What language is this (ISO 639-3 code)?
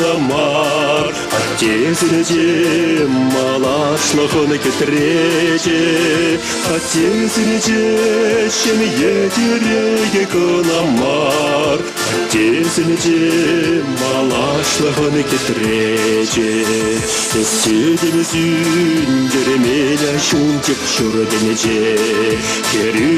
chv